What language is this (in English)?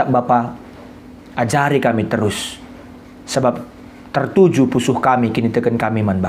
Batak Karo